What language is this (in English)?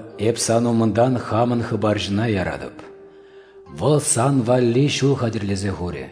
Chuvash